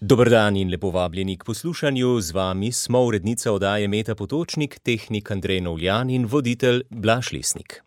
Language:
Slovenian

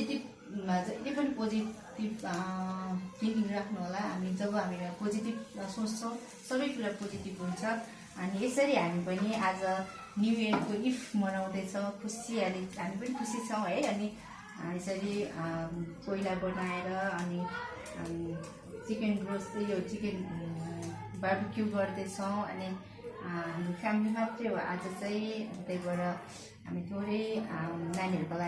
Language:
Nepali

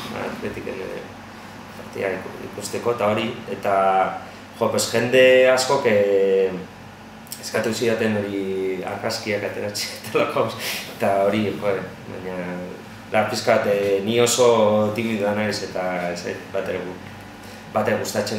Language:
Basque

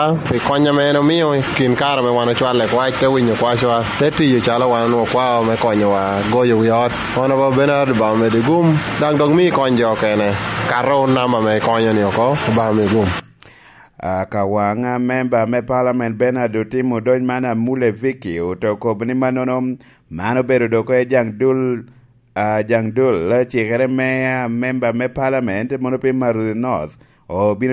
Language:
Lango (Uganda)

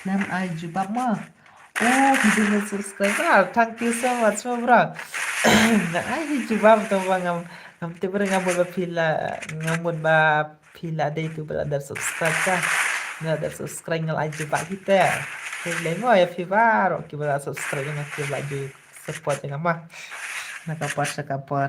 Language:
Khasi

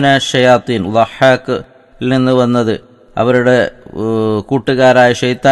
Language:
Malayalam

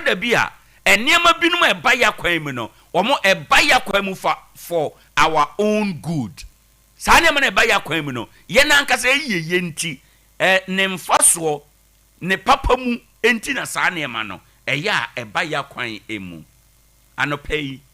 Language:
Akan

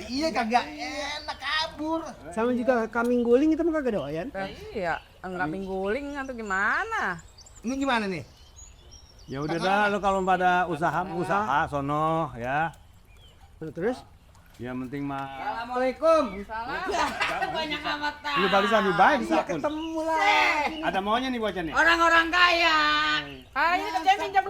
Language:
Betawi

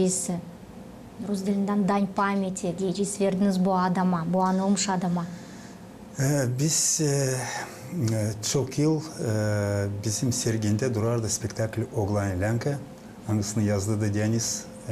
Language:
Gagauz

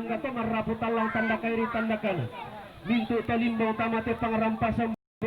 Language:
Toraja-Sa'dan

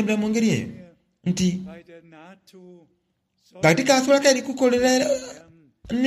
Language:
Soga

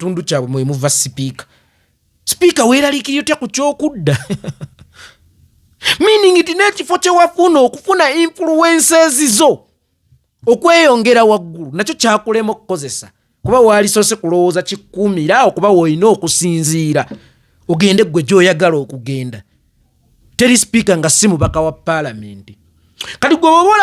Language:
Ganda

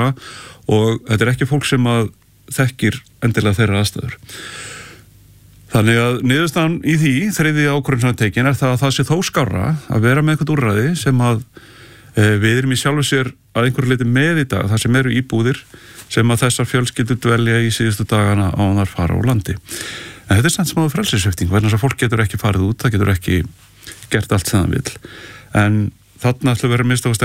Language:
Icelandic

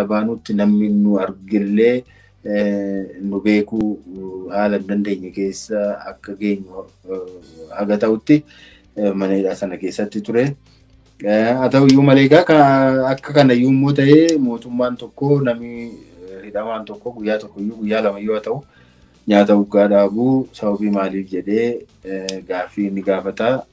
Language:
Oromo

